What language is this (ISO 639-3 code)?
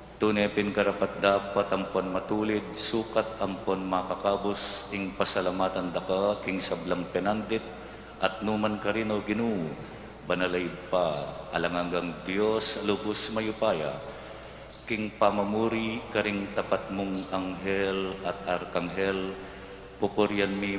pam